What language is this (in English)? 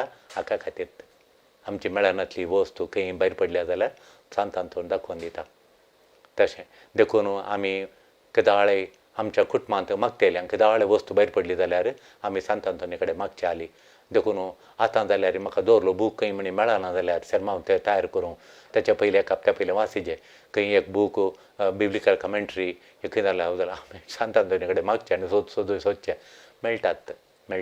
Konkani